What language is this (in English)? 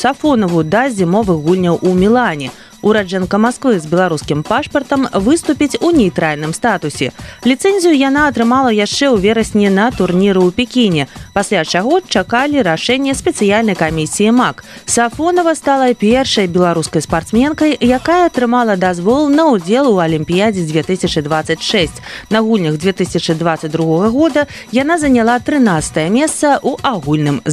Belarusian